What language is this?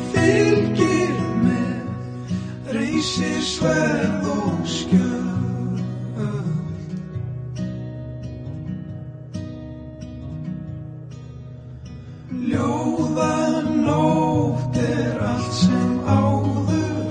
Icelandic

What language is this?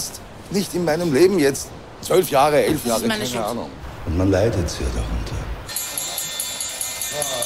German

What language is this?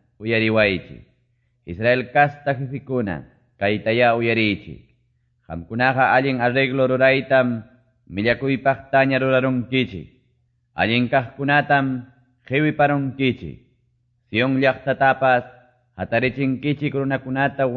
Quechua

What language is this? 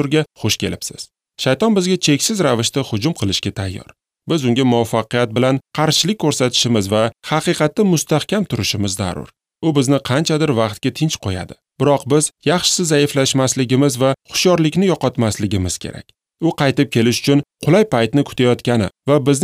Uzbek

